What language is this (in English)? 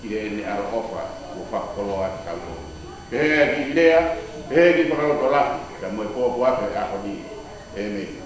Tongan